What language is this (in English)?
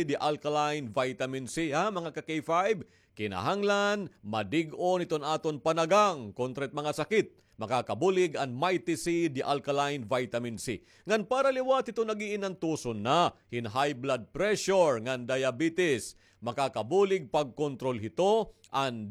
Waray